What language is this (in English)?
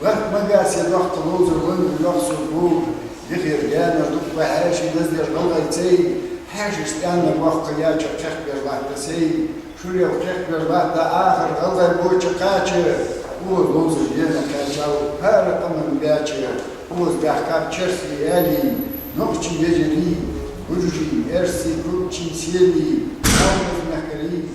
Ingush